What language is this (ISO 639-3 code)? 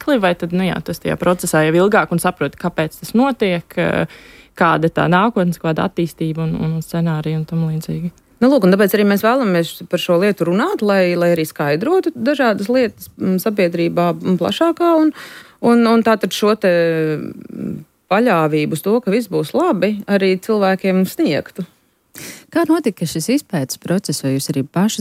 lav